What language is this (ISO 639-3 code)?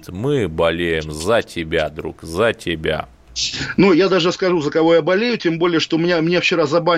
rus